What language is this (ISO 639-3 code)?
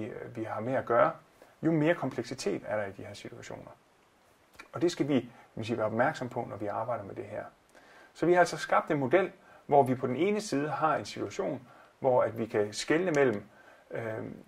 dan